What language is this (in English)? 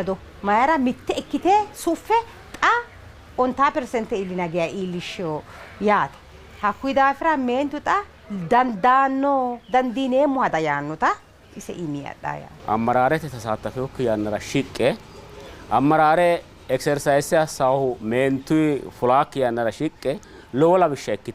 Sidamo